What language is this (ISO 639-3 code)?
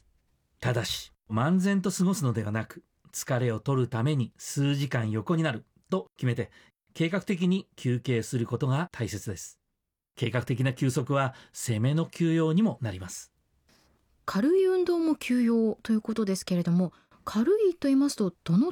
jpn